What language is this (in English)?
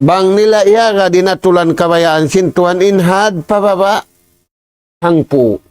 Tausug